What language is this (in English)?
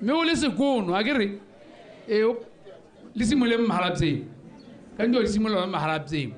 Tswana